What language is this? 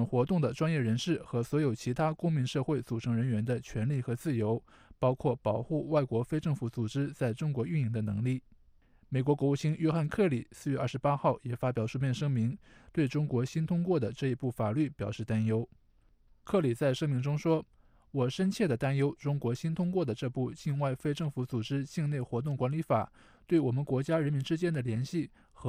Chinese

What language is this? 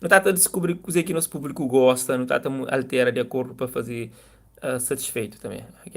Kabuverdianu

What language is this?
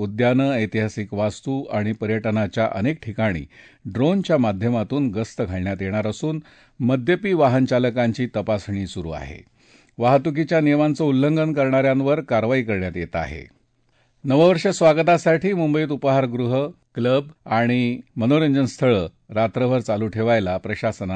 Marathi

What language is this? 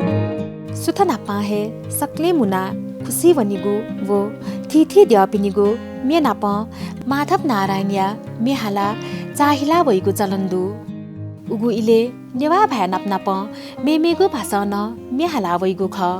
Newari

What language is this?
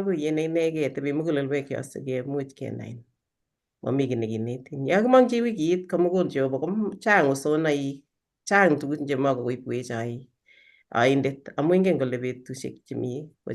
Kalenjin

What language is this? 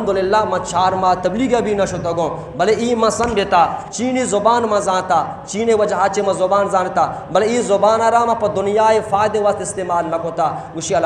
Eastern Balochi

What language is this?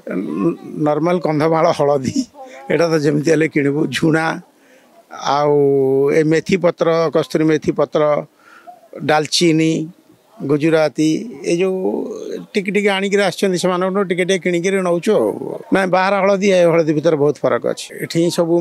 Odia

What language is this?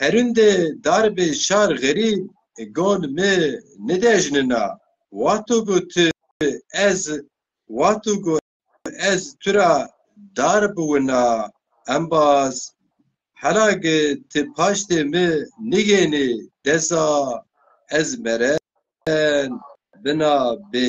Zaza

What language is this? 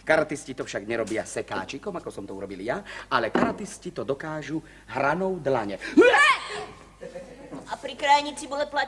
Slovak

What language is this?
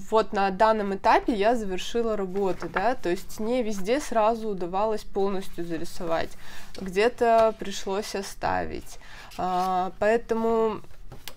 Russian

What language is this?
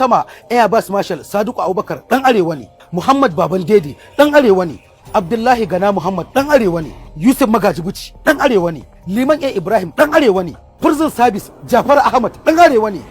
Hausa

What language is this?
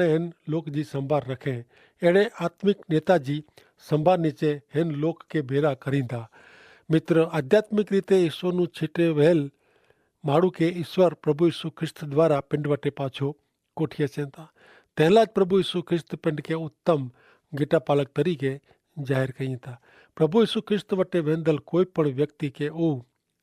Kachhi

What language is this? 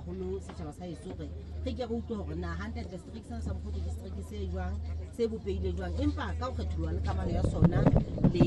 Southern Sotho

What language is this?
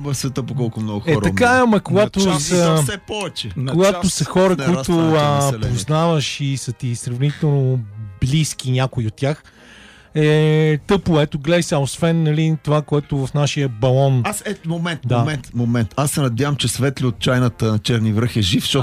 Bulgarian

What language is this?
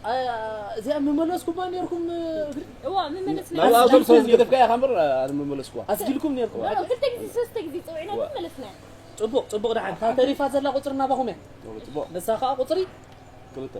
Tigrinya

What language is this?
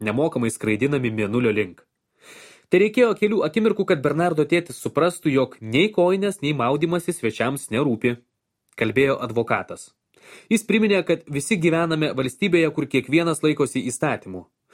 Lithuanian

